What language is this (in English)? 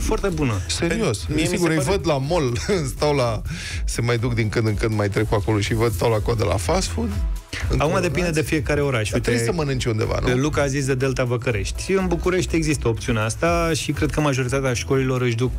Romanian